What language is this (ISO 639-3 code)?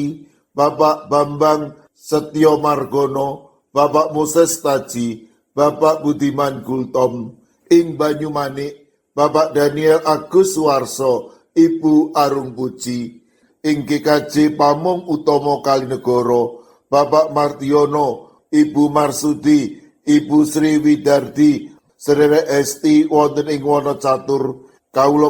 jav